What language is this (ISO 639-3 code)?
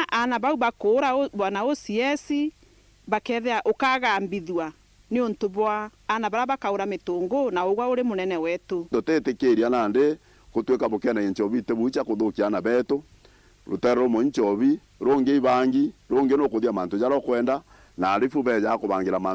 mer